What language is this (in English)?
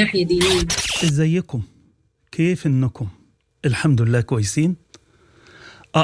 Sudanese Arabic